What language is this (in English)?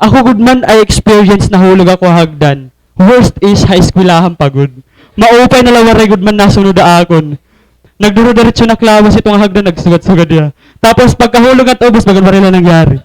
Waray